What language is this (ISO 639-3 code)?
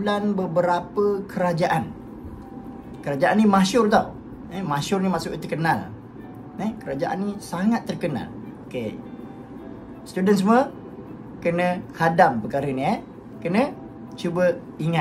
msa